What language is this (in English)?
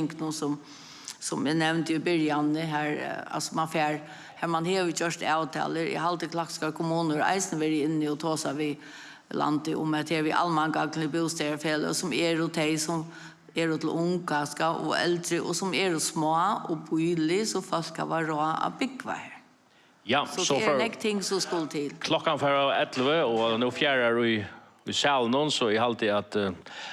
Faroese